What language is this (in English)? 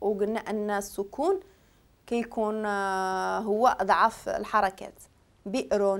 Moroccan Arabic